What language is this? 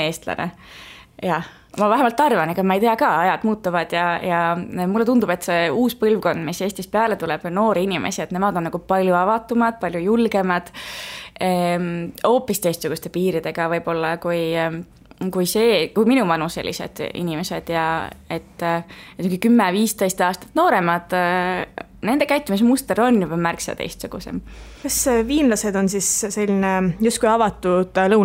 Estonian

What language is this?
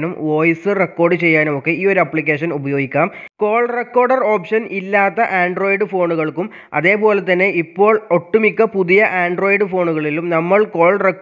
Malayalam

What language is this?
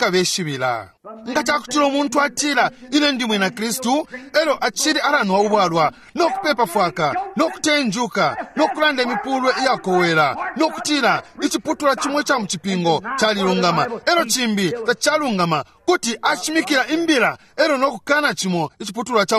Bemba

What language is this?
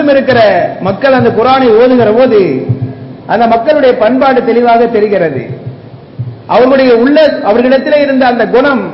Tamil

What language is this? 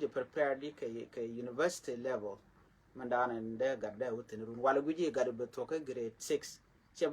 Nuer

